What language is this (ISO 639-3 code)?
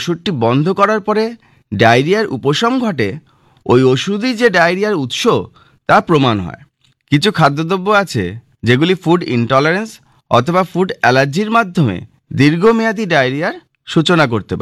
ben